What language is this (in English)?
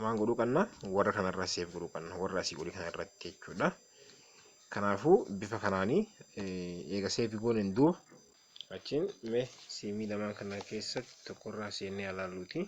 Oromo